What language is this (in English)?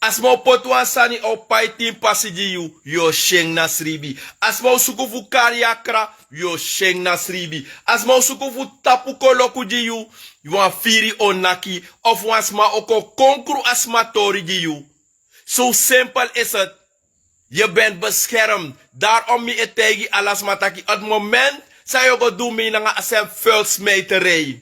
Sranan Tongo